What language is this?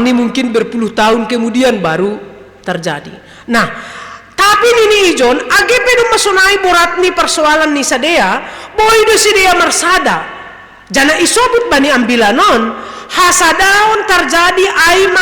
Batak Simalungun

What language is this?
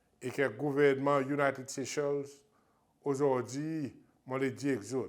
Seselwa Creole French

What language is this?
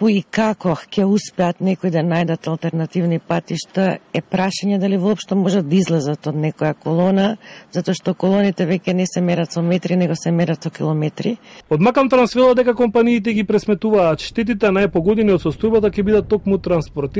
Macedonian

